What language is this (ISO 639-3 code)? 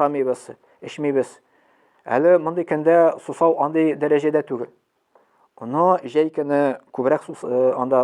tat